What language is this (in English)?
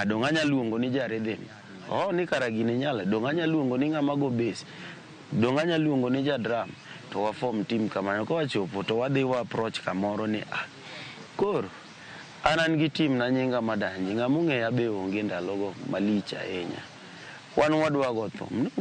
Luo (Kenya and Tanzania)